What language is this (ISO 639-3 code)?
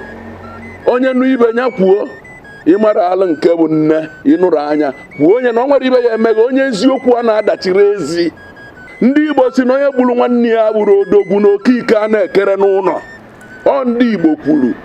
ibo